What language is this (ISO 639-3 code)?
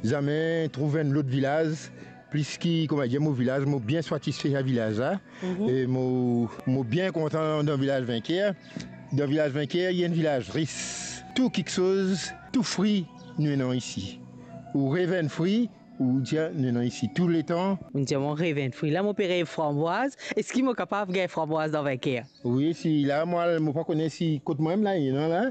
mfe